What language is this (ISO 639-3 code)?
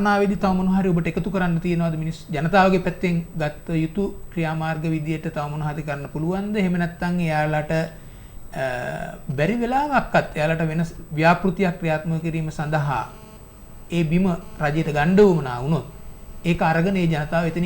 sin